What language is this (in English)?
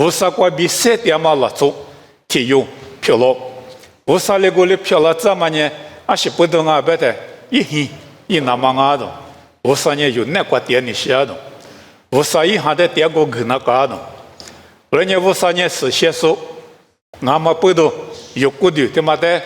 Lisu